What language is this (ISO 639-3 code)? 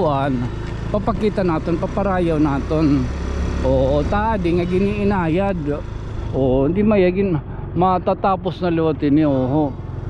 war